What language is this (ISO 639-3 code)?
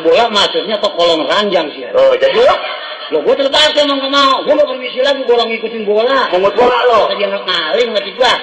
bew